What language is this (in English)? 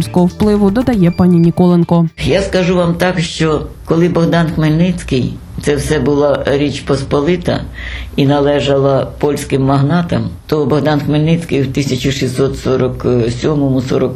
Ukrainian